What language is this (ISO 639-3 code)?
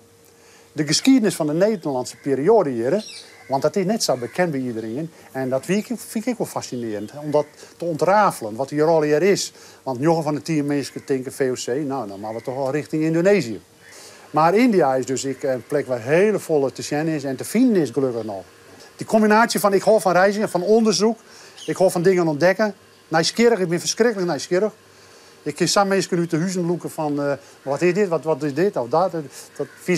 fry